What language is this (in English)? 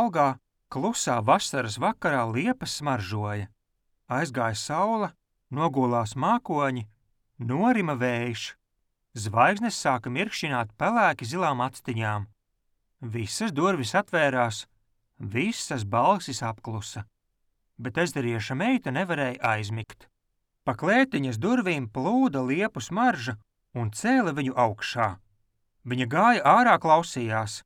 Latvian